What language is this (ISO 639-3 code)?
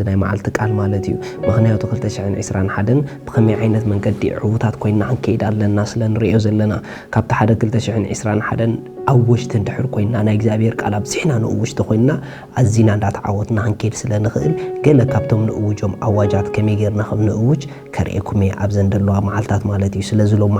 tir